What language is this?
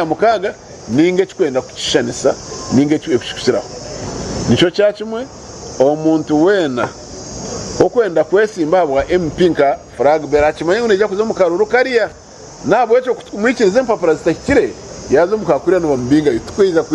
Nyankole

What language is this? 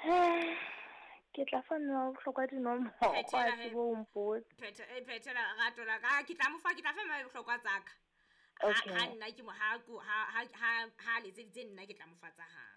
Southern Sotho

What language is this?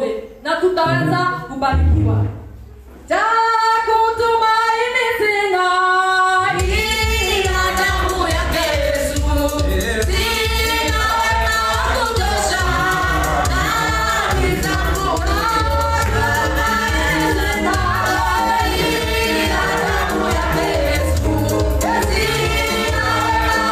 Kikuyu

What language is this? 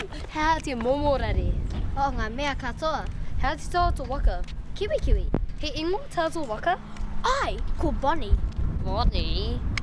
Māori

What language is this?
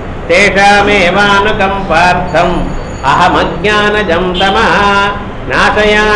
Tamil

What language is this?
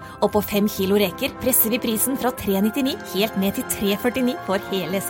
Norwegian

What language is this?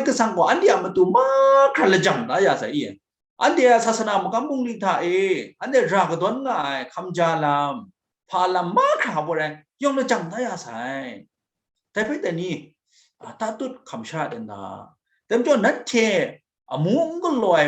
Kachin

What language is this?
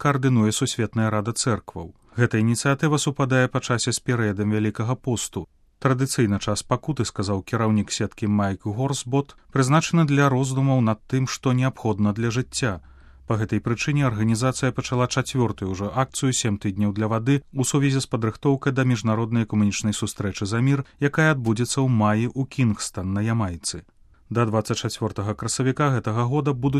Belarusian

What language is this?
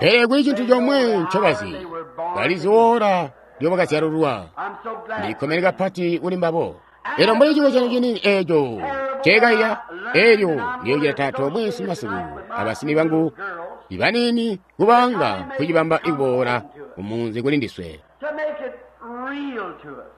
Tonga (Zambia)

